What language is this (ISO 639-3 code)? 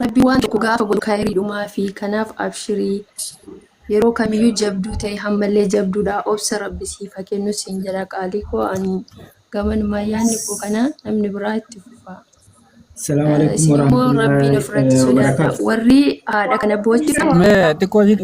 orm